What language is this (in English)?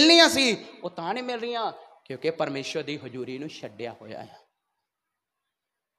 Punjabi